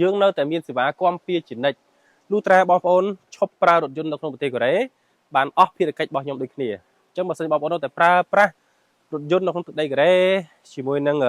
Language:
Khmer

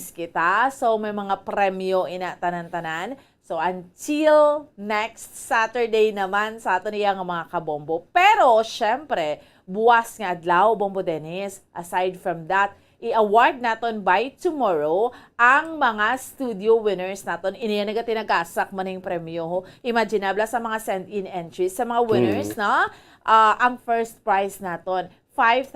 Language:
Hiligaynon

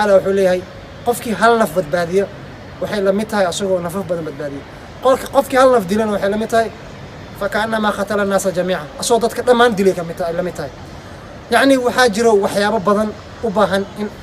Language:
Somali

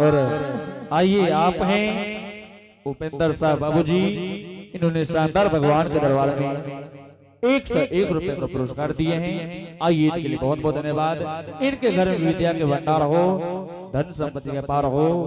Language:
Angika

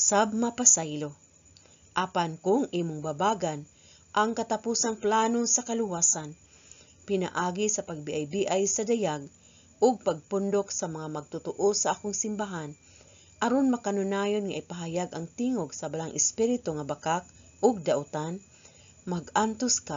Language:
Cebuano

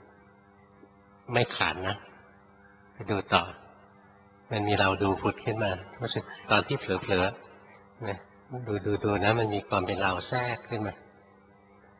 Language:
Thai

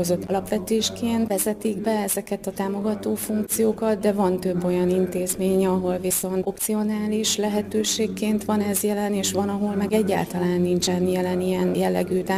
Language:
Hungarian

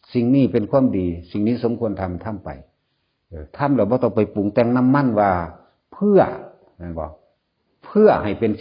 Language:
Northeastern Thai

